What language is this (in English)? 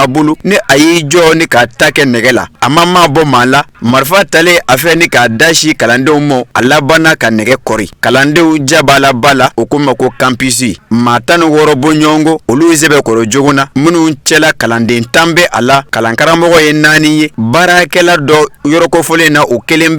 Bambara